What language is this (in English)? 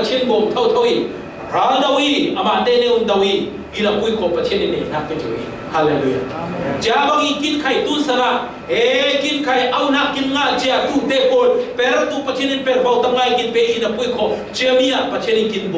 Falam Chin